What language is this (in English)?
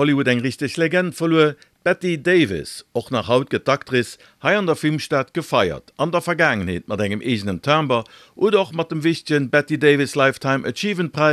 Luxembourgish